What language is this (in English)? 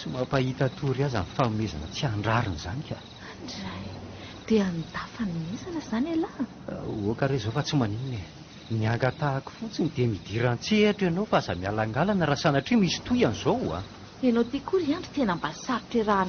Malagasy